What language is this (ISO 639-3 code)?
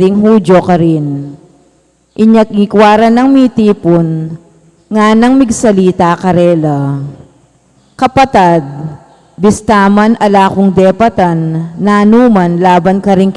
pam